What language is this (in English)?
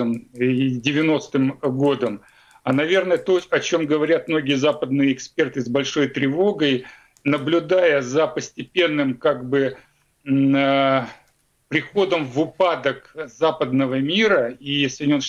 Russian